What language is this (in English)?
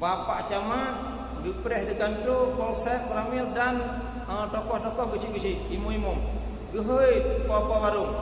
Achinese